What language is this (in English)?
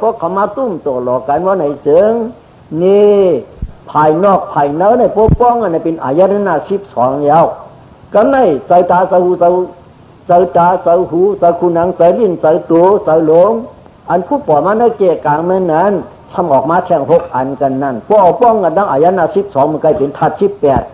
Shan